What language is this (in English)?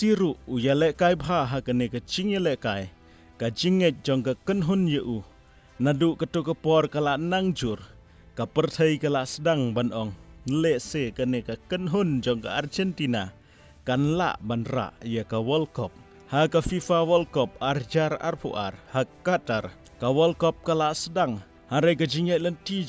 Khasi